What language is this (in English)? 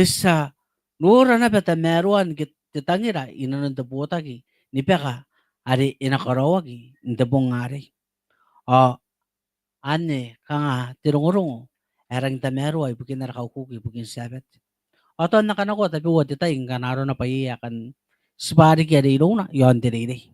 Gilbertese